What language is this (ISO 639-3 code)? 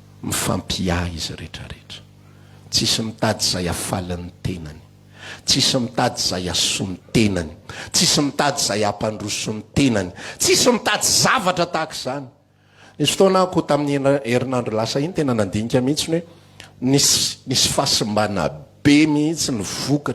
mlg